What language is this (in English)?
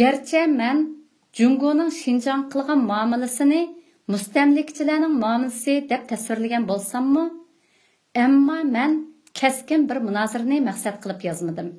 Uyghur